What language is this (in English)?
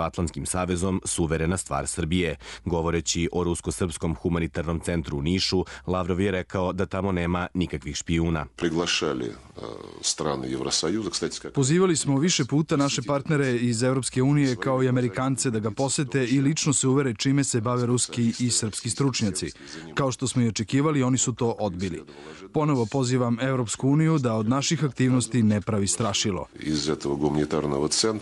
Serbian